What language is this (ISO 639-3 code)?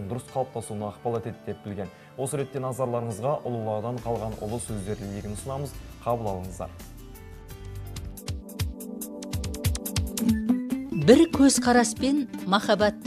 kaz